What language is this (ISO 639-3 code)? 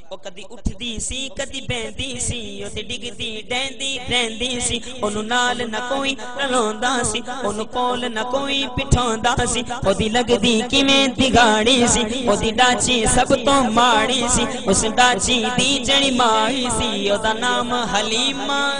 skr